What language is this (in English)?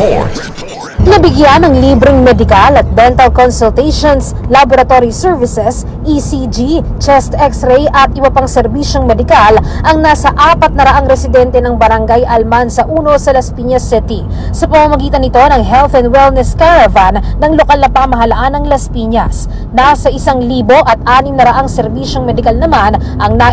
Filipino